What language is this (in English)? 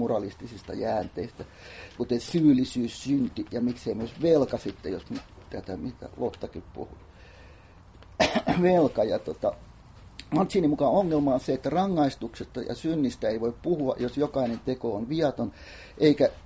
Finnish